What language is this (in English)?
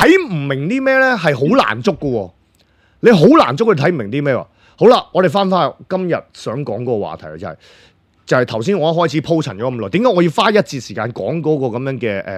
Cantonese